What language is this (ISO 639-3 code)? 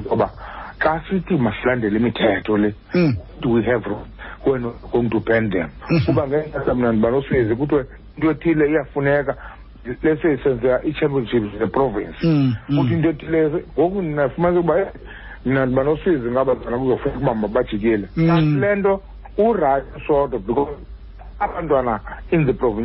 xho